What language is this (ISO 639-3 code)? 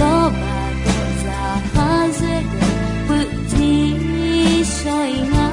ahk